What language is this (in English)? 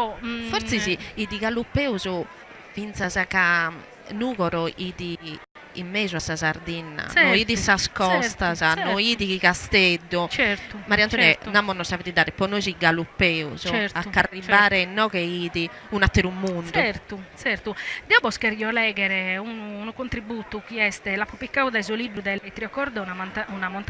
Sardinian